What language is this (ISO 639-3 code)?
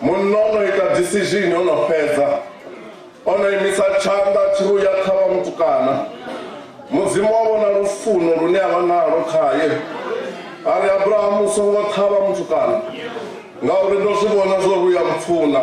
ven